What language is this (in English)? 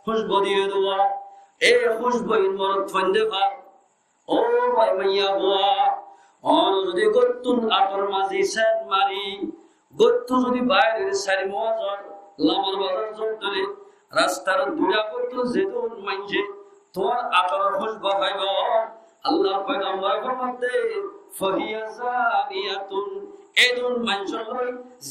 Rohingya